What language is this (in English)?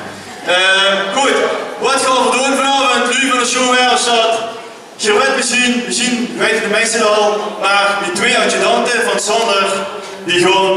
Limburgish